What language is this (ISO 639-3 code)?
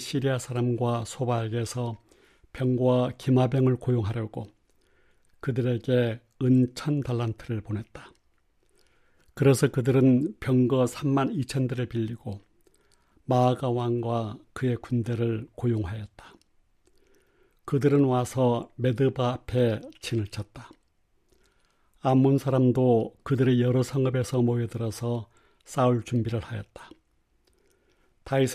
kor